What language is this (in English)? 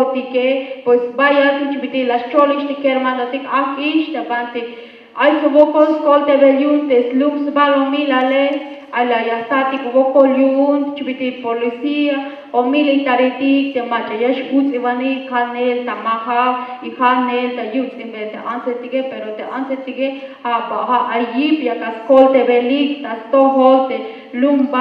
Tzeltal